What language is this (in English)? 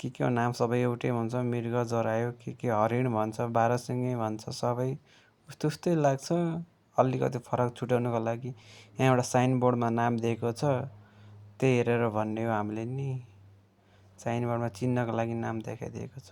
Nepali